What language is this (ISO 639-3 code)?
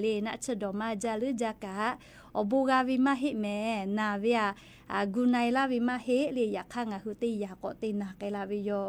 lhu